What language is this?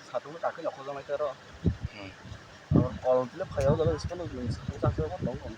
Kok Borok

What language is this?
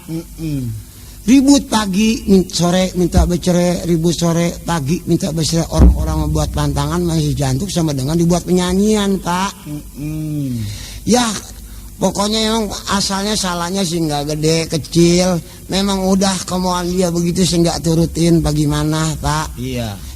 Betawi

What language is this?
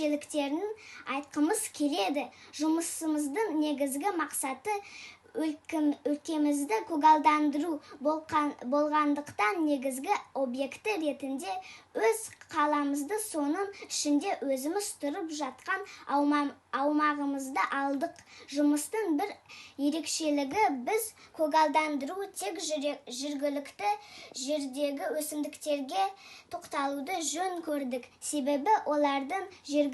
Kazakh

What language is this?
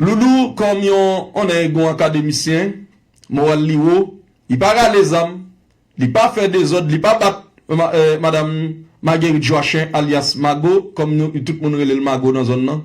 Haitian Creole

